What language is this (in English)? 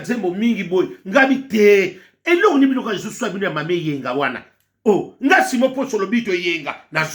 Lingala